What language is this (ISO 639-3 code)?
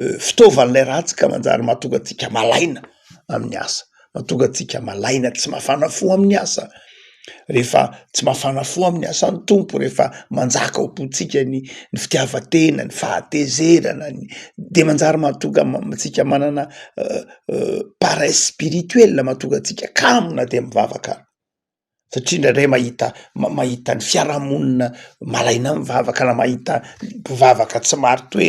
mlg